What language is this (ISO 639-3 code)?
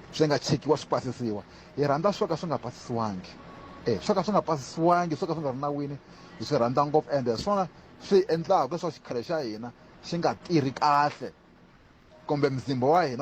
tso